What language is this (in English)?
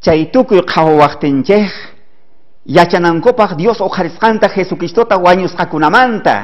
South Bolivian Quechua